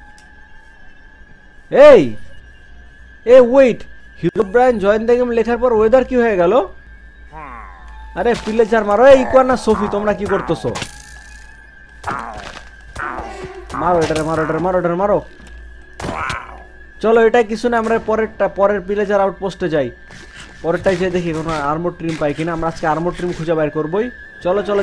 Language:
Bangla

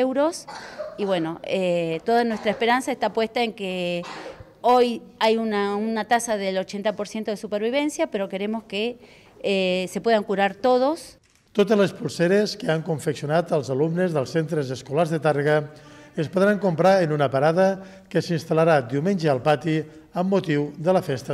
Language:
Catalan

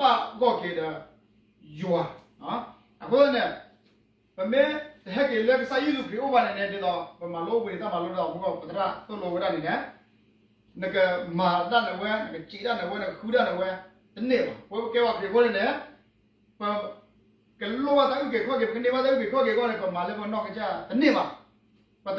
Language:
S'gaw Karen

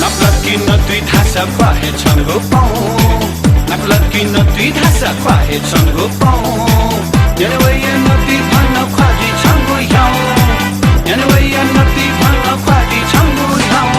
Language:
Newari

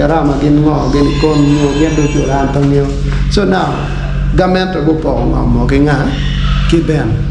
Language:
Acoli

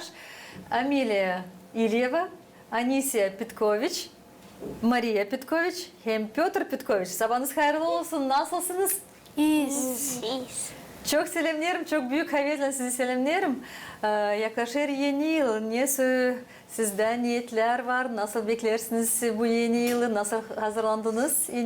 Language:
Gagauz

